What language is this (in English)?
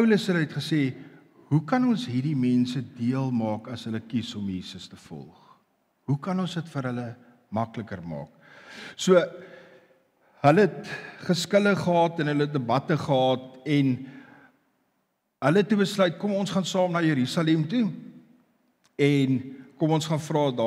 Afrikaans